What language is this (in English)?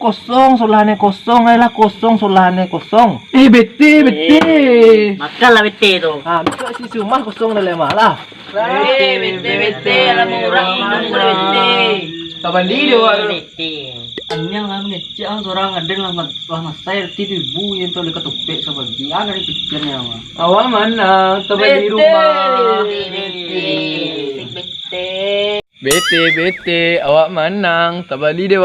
Minangkabau